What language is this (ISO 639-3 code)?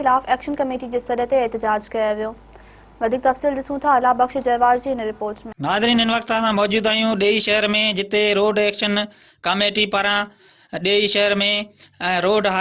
snd